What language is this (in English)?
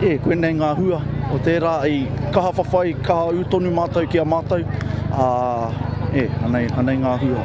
Māori